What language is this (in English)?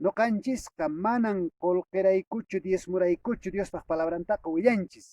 Quechua